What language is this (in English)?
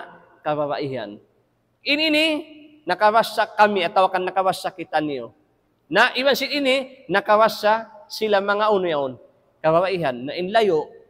Tausug